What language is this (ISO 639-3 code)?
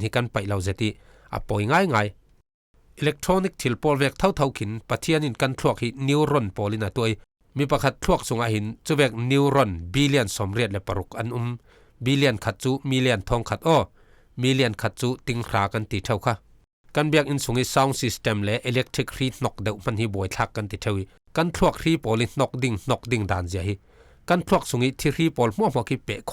cfm